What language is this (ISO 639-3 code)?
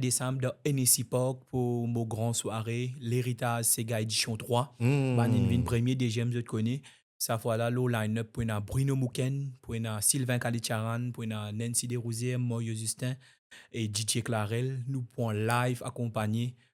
mfe